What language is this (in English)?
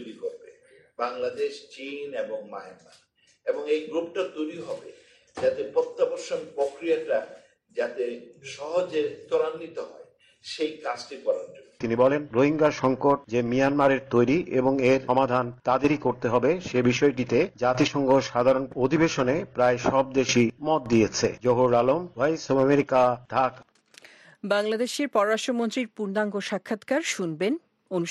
Bangla